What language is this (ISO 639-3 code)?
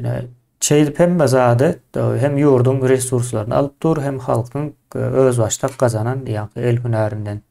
tuk